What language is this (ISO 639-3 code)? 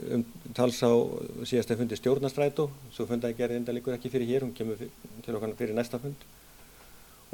isl